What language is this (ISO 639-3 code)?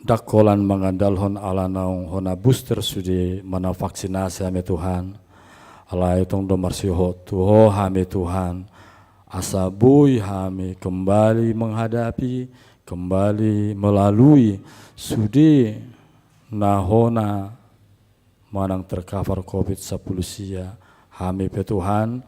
bbc